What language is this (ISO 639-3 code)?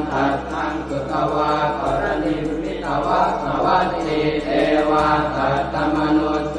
pli